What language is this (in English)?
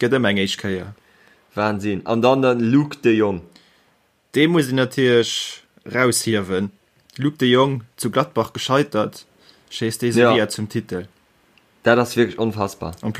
Luxembourgish